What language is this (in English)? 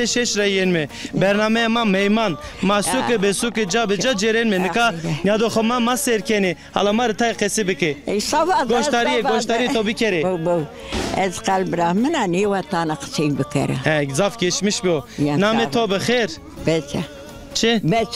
Zaza